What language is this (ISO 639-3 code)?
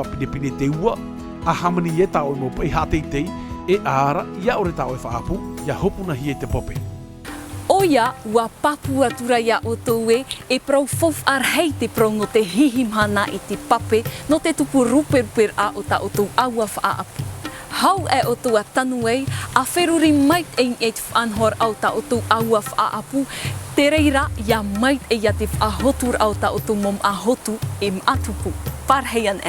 tah